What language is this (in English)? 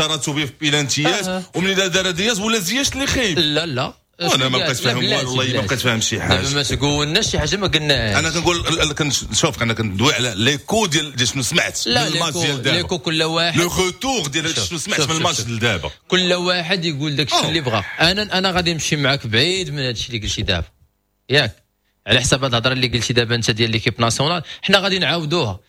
Moroccan Arabic